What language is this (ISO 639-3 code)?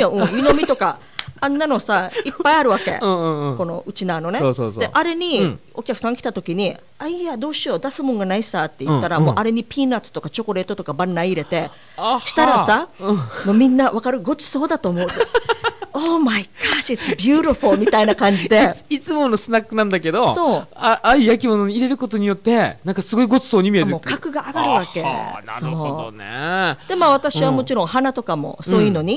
jpn